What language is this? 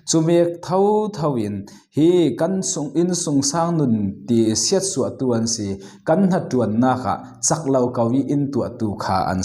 Falam Chin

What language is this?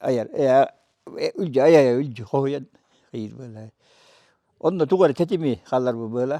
Yakut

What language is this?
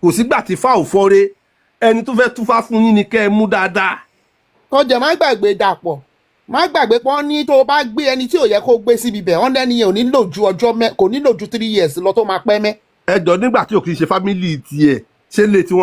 Yoruba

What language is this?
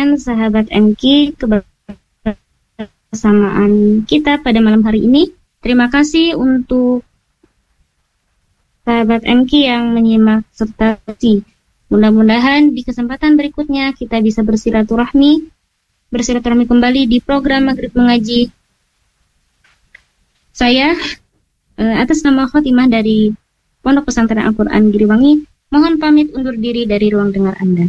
Indonesian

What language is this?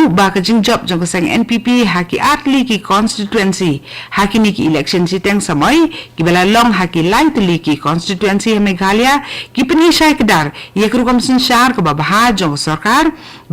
Khasi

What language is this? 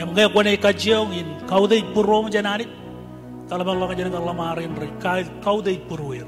Marshallese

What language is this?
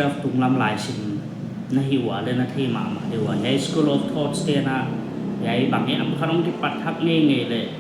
Paite Chin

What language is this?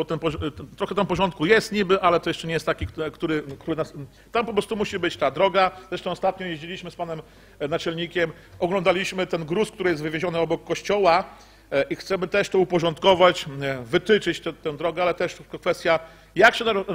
Polish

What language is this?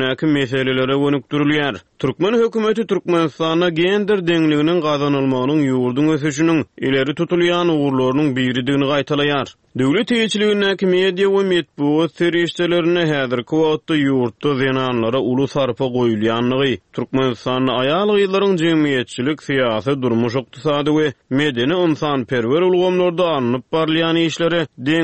Turkmen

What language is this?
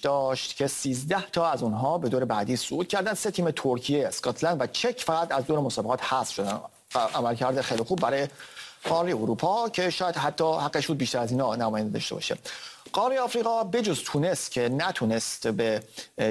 Persian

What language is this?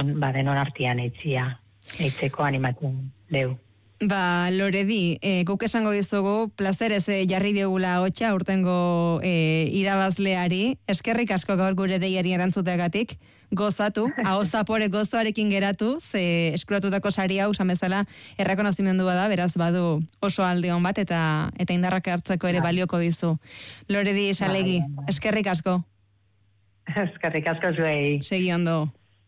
Basque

